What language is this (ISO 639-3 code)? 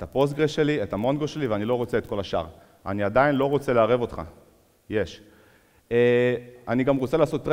heb